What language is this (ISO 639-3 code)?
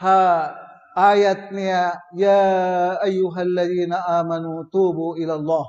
tsg